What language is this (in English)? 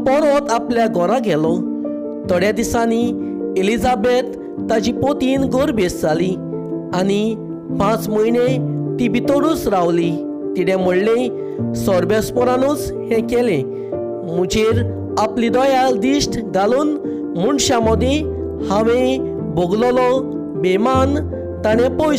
Konkani